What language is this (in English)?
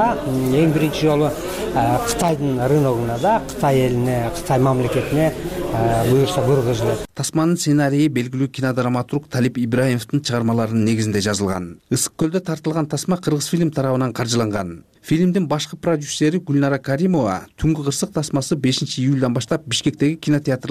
Kyrgyz